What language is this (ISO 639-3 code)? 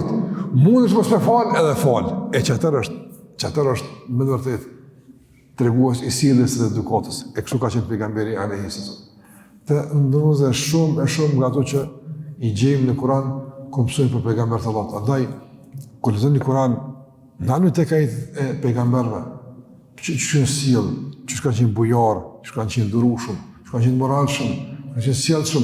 sqi